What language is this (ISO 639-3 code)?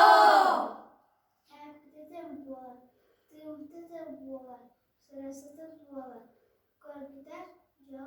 sah